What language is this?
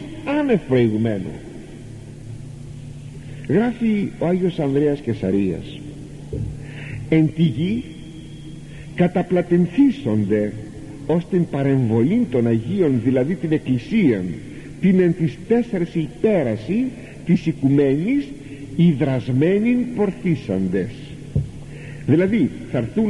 Greek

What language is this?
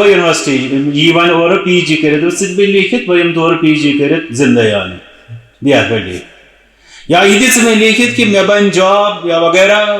Kashmiri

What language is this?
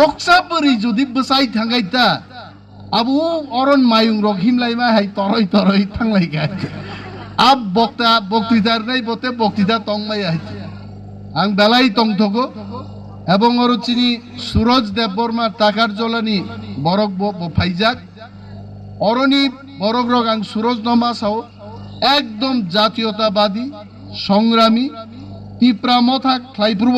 Kok Borok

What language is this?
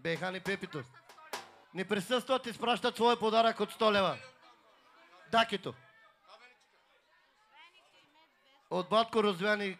Bulgarian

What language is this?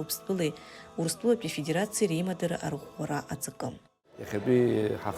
Abkhazian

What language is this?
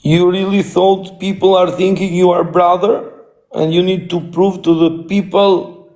Albanian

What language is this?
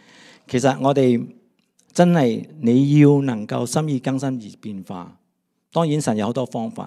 Cantonese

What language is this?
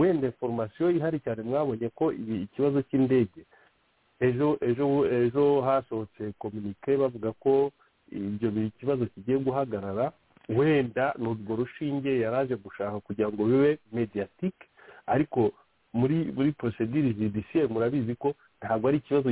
Kinyarwanda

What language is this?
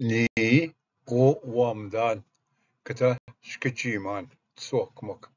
Ojibwa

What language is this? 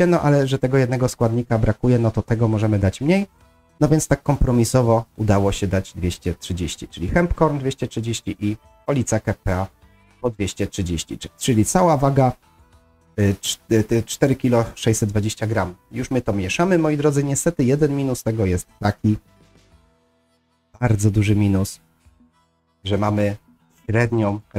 Polish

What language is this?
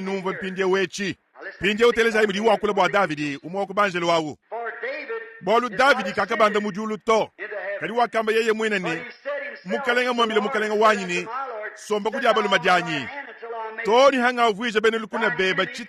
Luba-Lulua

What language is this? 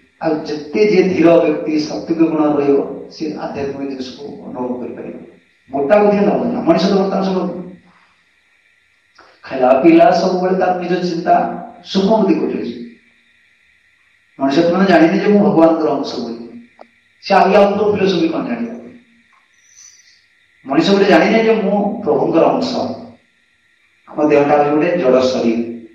Odia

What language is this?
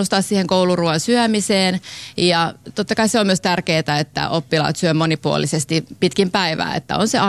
Finnish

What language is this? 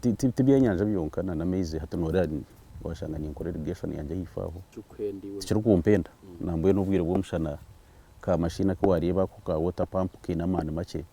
Nyankole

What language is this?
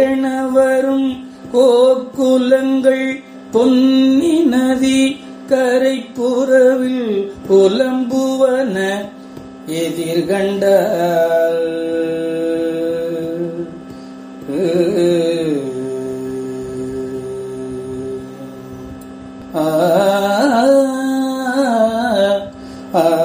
Tamil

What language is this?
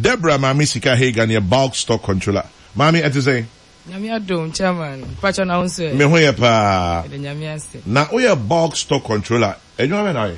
Akan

